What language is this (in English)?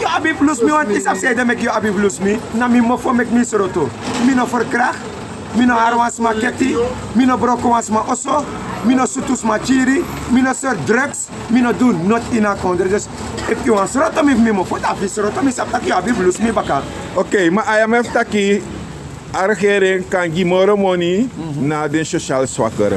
Sranan Tongo